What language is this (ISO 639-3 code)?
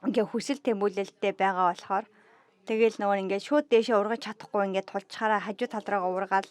mon